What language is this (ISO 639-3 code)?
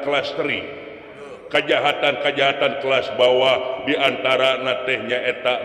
sun